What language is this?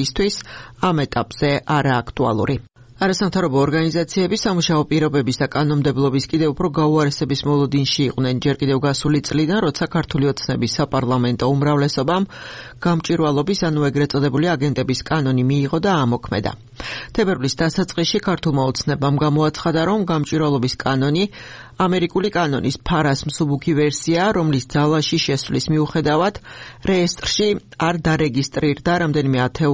Georgian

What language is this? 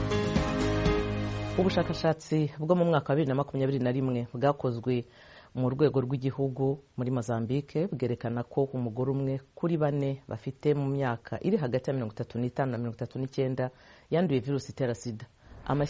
Kinyarwanda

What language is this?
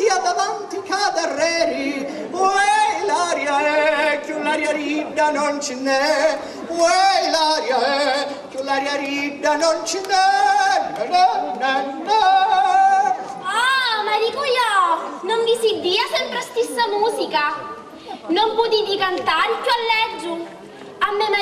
Sicilian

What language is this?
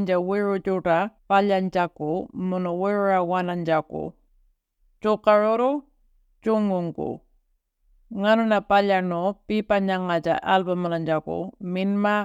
Latvian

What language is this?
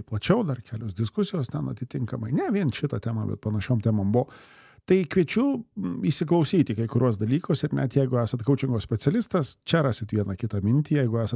Lithuanian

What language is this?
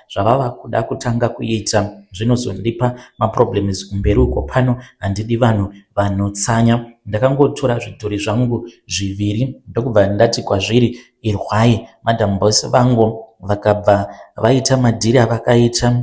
Shona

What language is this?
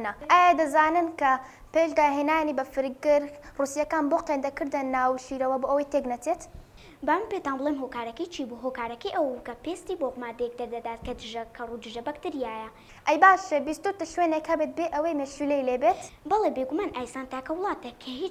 Central Kurdish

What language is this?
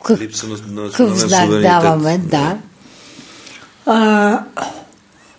Bulgarian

